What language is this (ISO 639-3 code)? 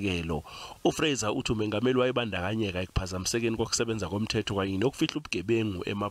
zul